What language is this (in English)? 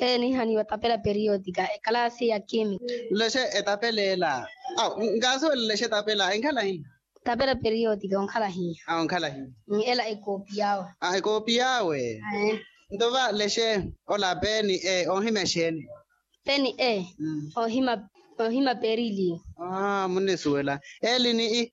Makhuwa